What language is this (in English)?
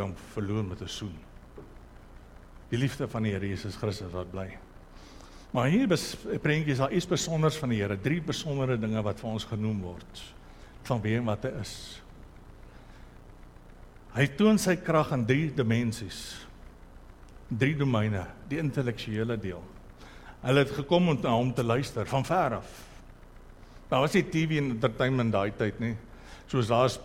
Afrikaans